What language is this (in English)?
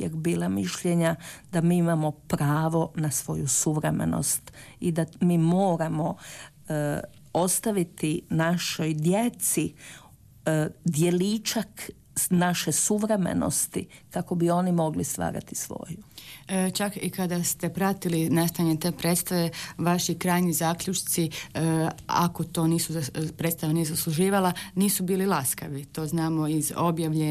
Croatian